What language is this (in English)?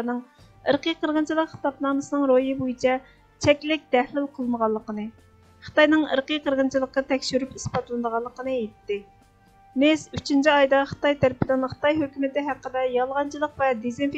Uyghur